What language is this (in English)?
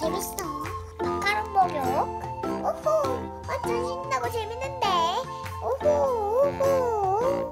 Korean